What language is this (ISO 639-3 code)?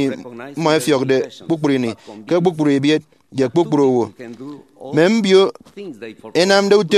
efi